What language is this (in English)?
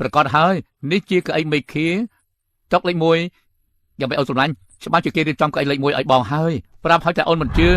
Khmer